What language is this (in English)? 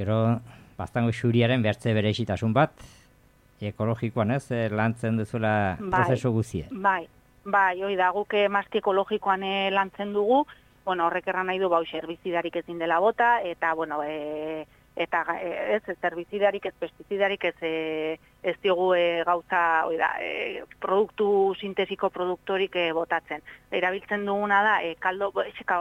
Basque